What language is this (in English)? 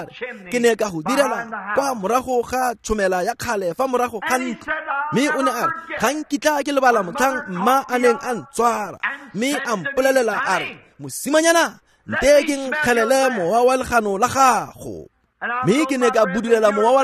Tswana